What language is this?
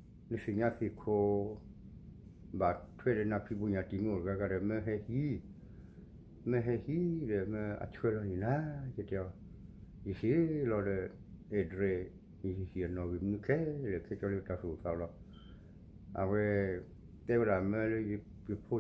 S'gaw Karen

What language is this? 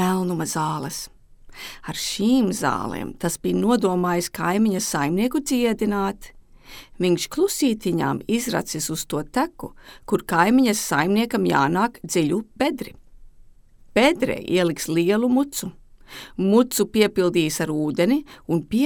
Latvian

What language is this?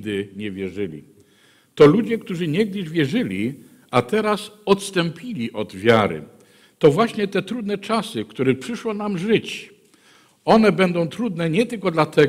Polish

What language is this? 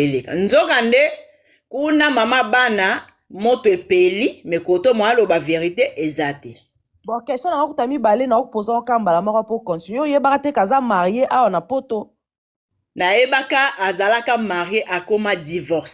Lingala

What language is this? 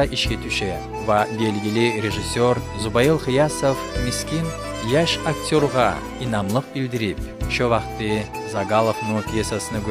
Kumyk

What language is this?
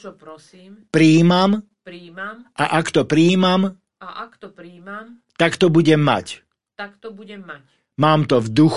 Slovak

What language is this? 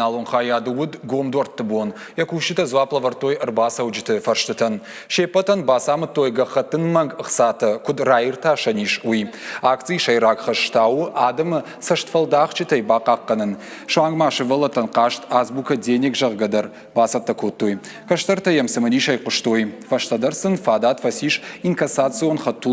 Ossetic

